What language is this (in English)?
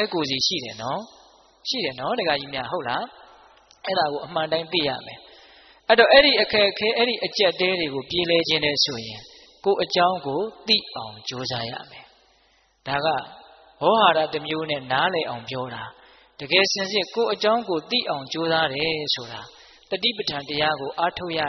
Burmese